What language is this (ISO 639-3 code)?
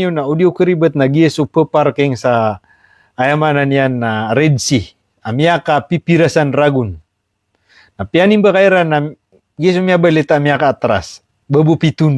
mrw